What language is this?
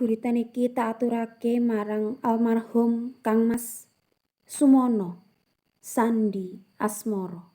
Javanese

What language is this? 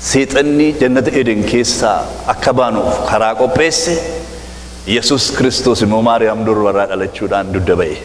Oromo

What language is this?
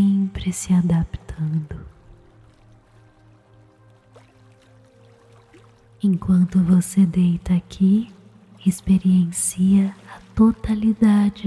Portuguese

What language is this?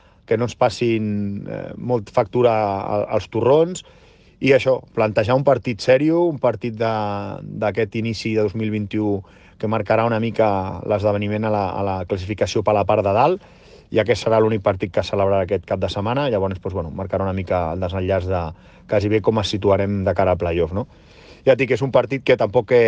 Catalan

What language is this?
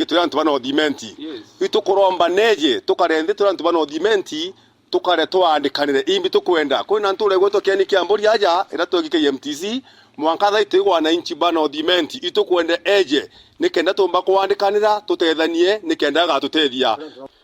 Meru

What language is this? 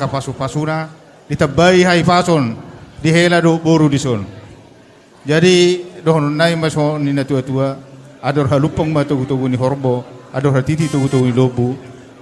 Batak Toba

